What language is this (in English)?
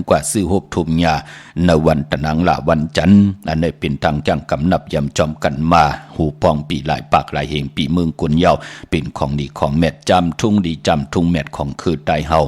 Shan